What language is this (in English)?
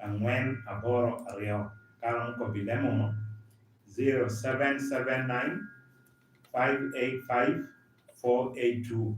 Lango (Uganda)